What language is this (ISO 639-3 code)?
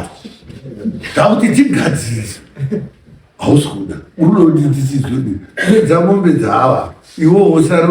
sna